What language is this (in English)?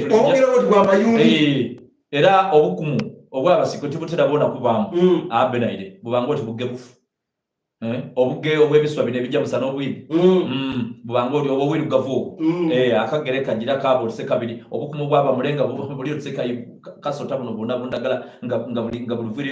Soga